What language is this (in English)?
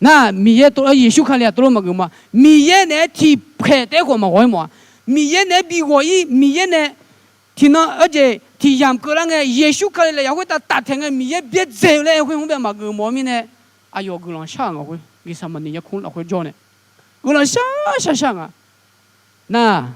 Akha